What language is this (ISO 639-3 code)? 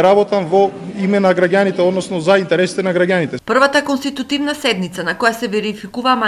mkd